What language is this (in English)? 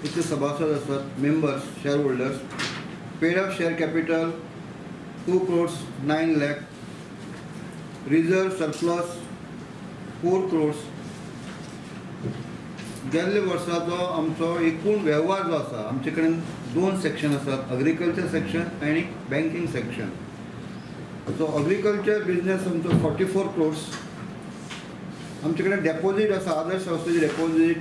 Konkani